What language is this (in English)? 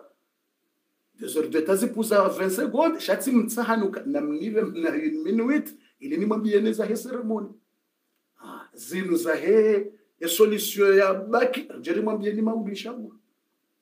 Swahili